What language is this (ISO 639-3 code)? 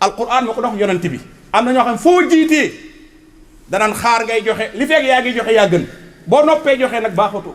wol